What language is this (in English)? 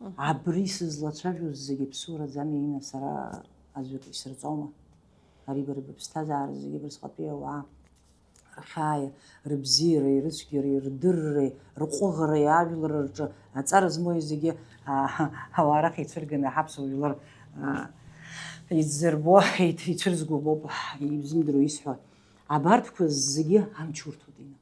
Abkhazian